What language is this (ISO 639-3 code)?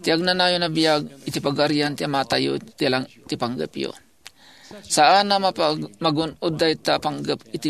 ilo